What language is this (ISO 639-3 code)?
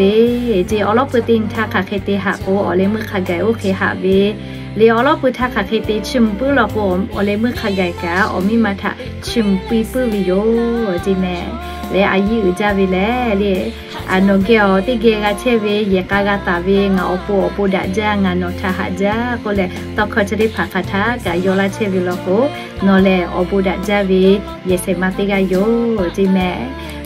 lhu